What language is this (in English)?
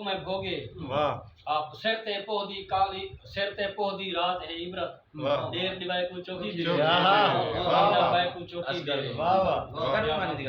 Saraiki